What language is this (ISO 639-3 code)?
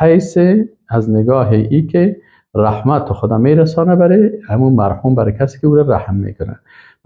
fas